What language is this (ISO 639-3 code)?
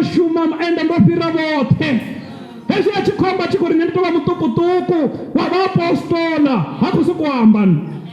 ven